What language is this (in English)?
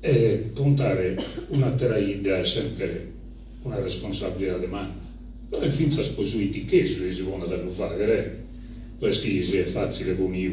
Sardinian